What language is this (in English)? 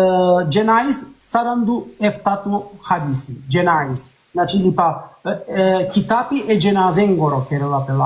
Balkan Romani